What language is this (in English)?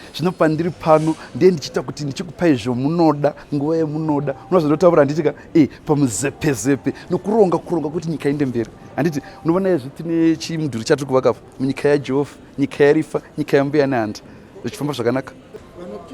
Shona